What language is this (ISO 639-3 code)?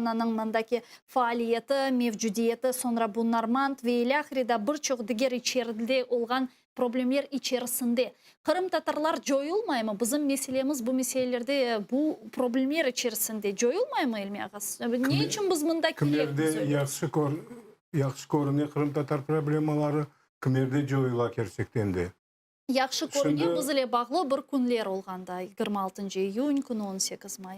crh